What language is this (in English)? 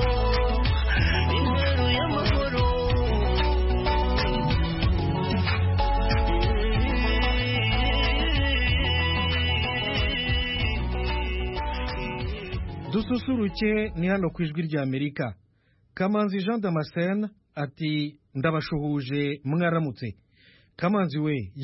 Kinyarwanda